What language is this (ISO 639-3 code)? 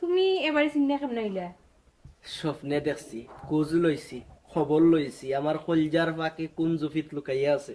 syl